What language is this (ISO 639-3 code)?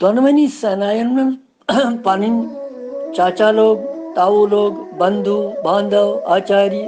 kas